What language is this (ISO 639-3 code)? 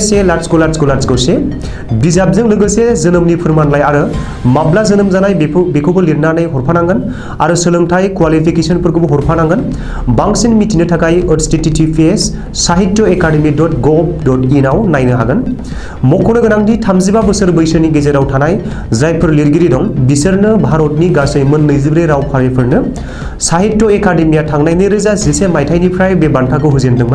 brx